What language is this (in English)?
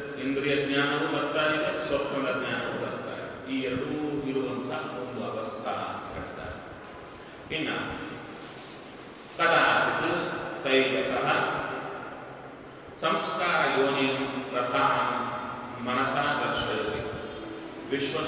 Kannada